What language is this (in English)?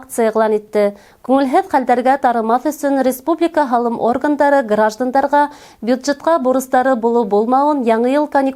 Bashkir